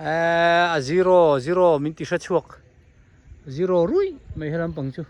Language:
Hmar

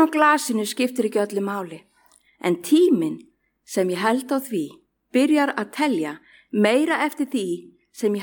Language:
Icelandic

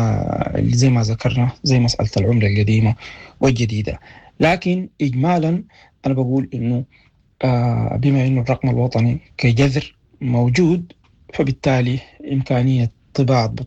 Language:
Sudanese Arabic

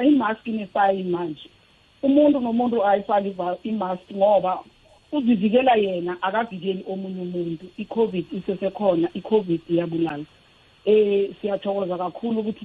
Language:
South Ndebele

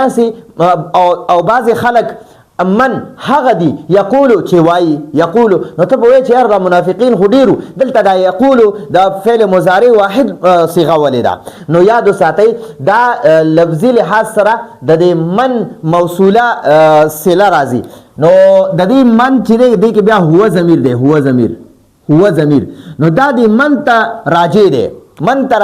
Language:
Pashto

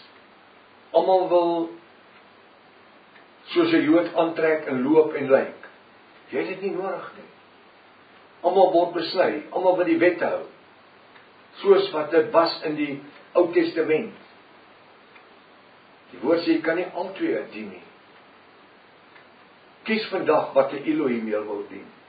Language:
Afrikaans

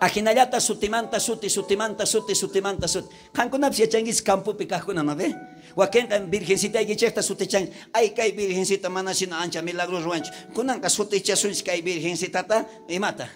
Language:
South Bolivian Quechua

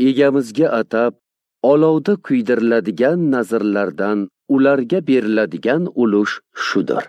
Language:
Uzbek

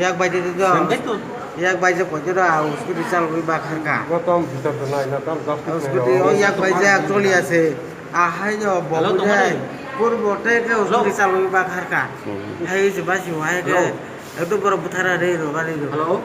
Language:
Kok Borok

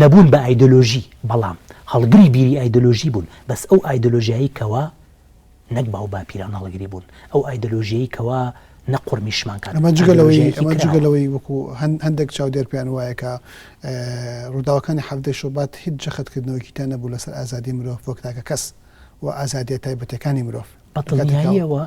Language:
Central Kurdish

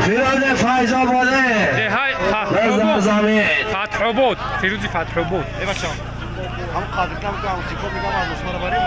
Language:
Tajik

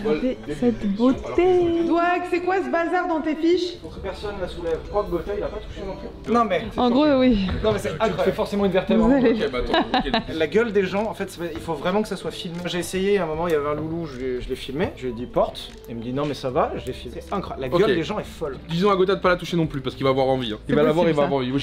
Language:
French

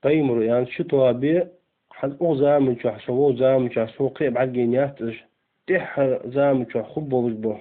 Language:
Ingush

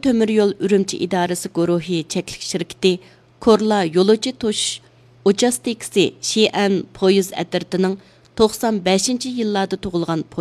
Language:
Uyghur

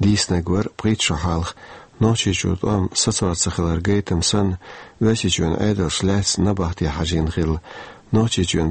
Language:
Chechen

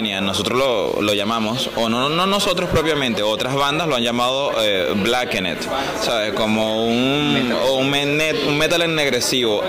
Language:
Spanish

